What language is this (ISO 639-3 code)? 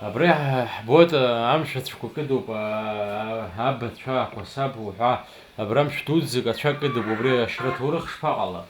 abk